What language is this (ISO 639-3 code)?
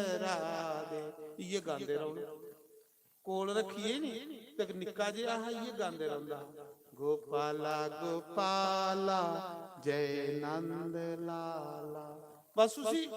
doi